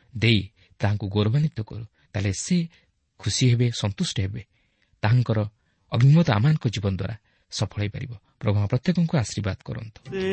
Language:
Odia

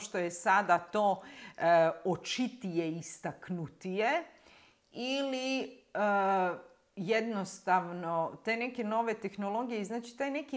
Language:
Croatian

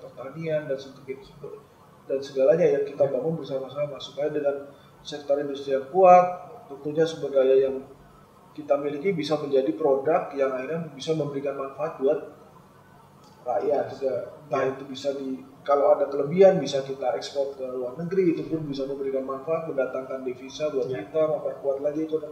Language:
Indonesian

